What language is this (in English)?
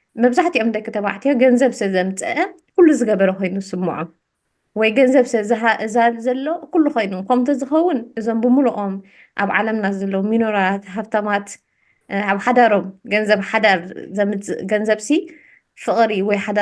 Tigrinya